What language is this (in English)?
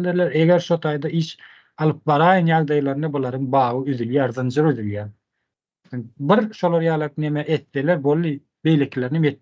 Turkmen